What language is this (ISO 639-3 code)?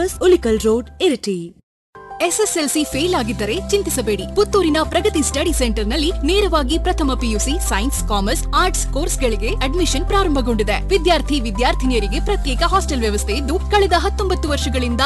kan